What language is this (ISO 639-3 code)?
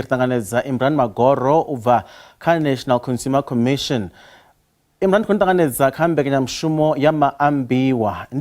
ven